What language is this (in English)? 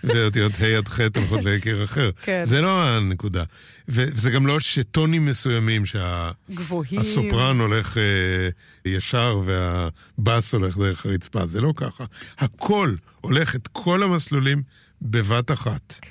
Hebrew